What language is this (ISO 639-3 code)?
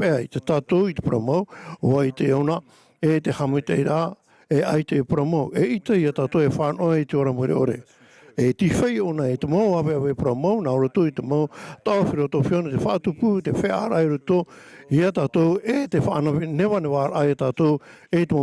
tah